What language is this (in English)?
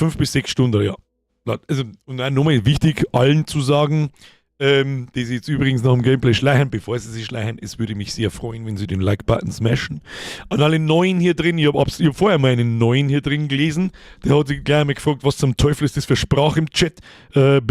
Bavarian